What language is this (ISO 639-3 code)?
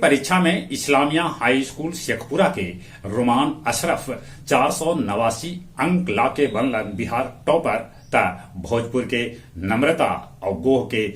mag